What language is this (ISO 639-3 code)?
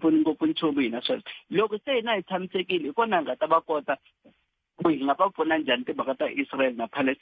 tso